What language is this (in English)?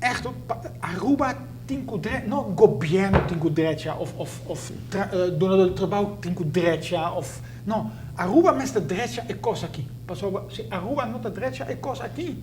Papiamento